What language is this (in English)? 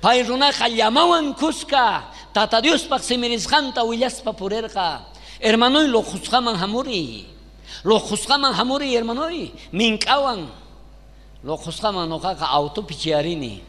South Bolivian Quechua